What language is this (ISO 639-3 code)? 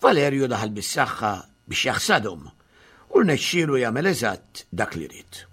mlt